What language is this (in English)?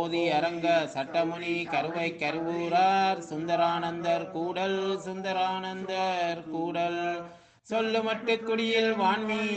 Tamil